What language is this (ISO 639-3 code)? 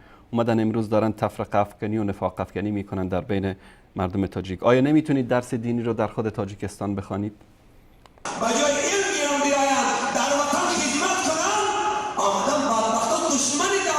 fas